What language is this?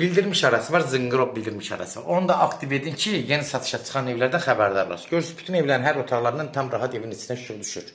Azerbaijani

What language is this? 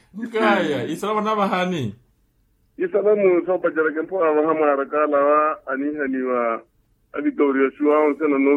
Makhuwa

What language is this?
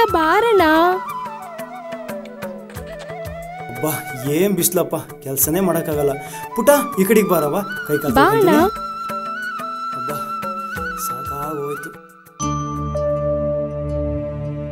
Kannada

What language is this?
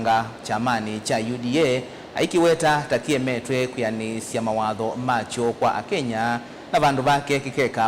Kamba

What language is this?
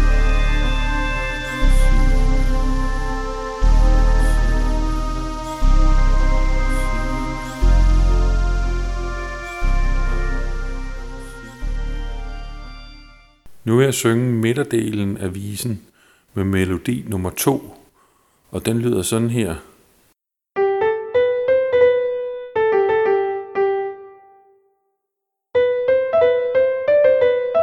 Danish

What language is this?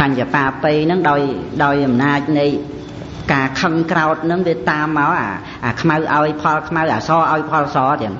Khmer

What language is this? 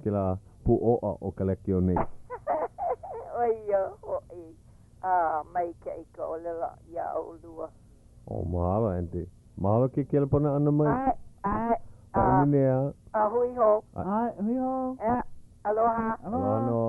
Hawaiian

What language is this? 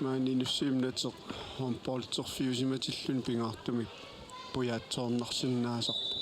Kalaallisut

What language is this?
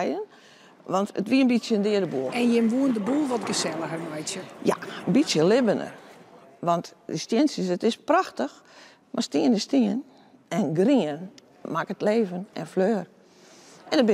Western Frisian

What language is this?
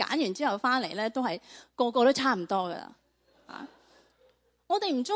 Cantonese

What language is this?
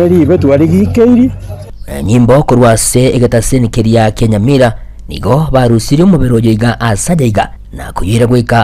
Gusii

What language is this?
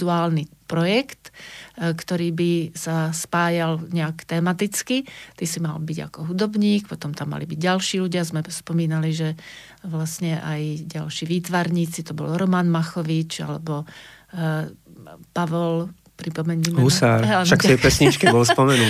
Slovak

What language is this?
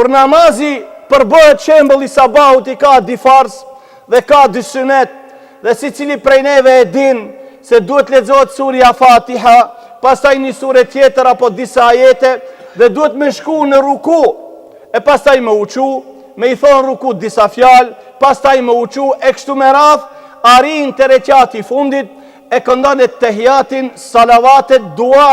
Albanian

